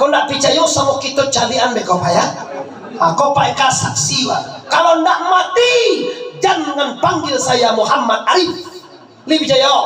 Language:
Minangkabau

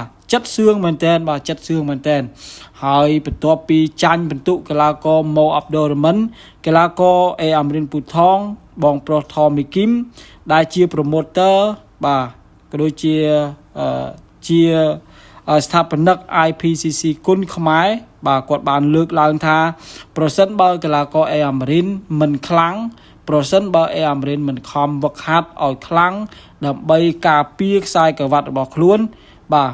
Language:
Khmer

